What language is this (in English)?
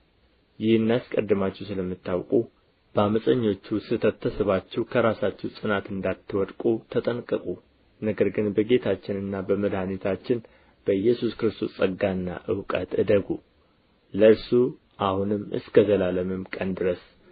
Amharic